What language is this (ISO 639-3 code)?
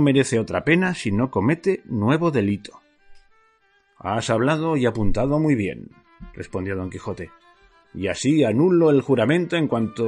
spa